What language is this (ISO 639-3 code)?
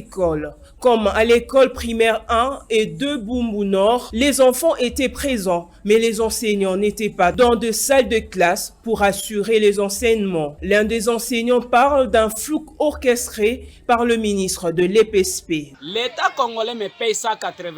lin